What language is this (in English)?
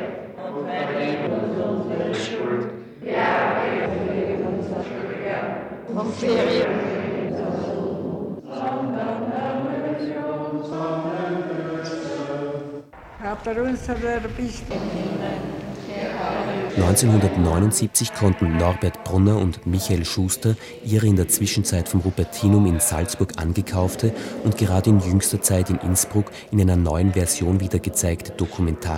German